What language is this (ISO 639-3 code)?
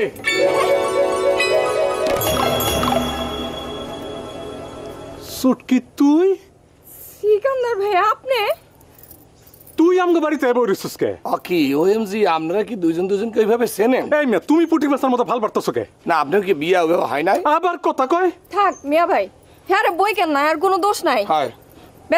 ben